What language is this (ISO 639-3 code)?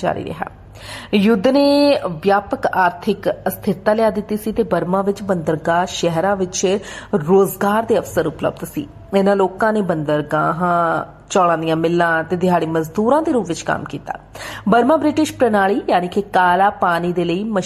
pan